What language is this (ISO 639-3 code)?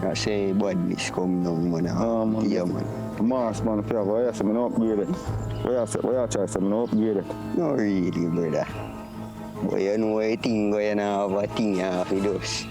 jam